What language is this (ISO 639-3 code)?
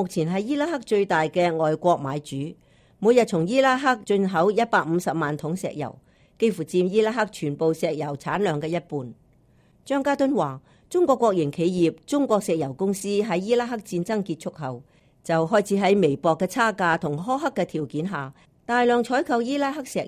yue